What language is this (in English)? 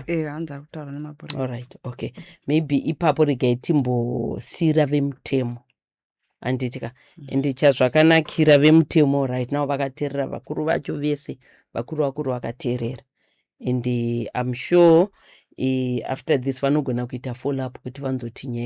Shona